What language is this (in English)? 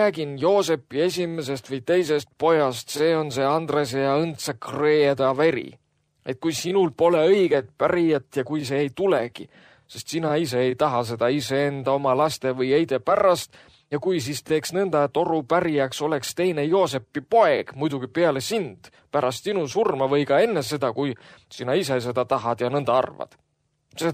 Estonian